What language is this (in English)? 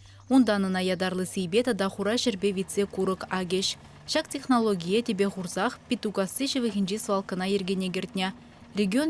Chuvash